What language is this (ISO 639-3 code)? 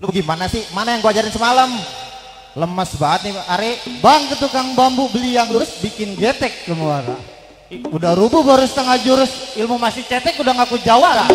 bew